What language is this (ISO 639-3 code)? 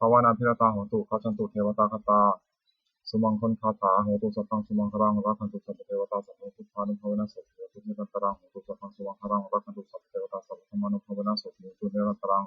pli